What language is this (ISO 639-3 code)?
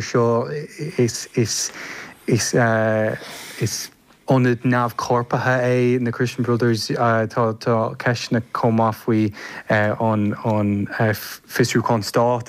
gle